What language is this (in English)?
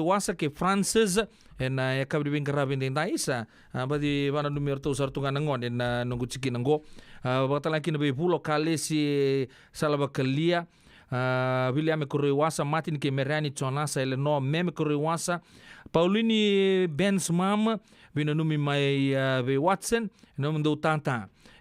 Fijian